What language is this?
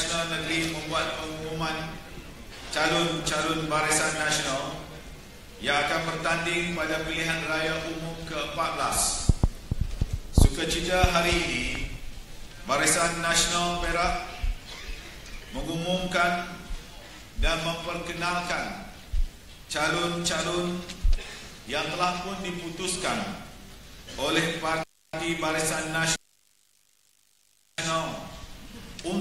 Malay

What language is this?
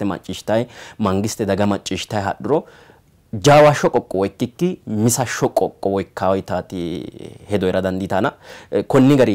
Sidamo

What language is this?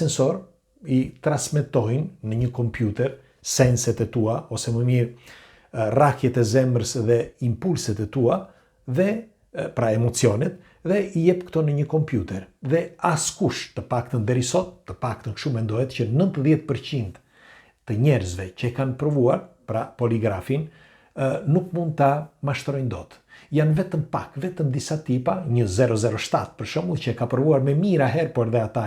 Albanian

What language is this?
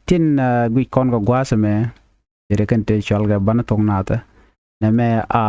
Nuer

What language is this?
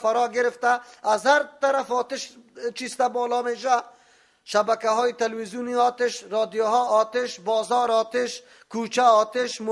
Persian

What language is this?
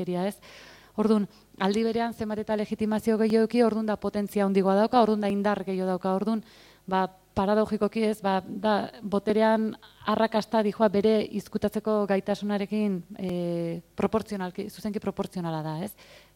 Basque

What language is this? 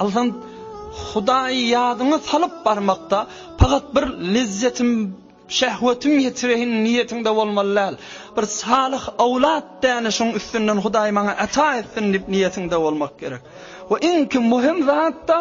Turkmen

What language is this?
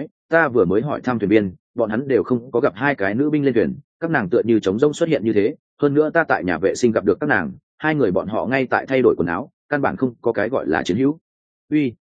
Vietnamese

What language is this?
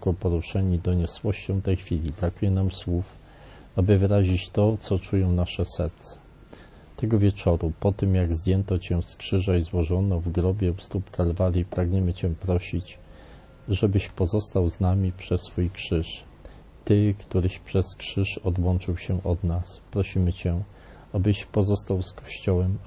Polish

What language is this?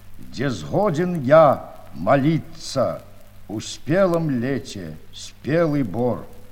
Belarusian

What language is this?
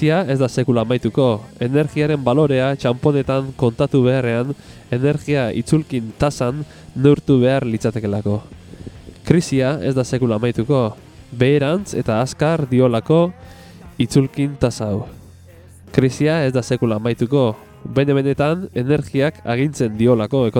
Basque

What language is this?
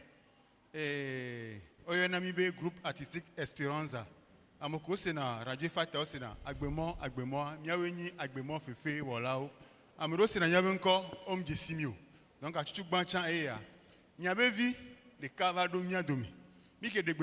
Ewe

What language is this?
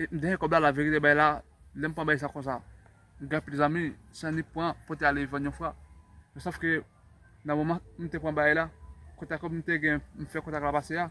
Haitian Creole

